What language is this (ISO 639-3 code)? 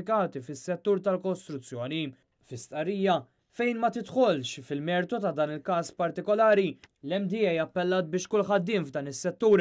mlt